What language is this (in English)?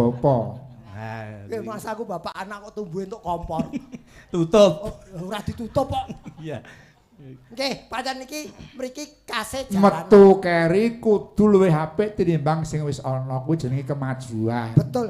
Javanese